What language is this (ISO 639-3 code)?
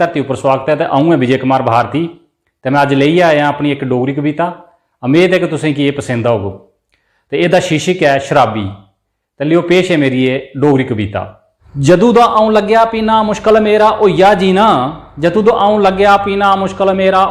doi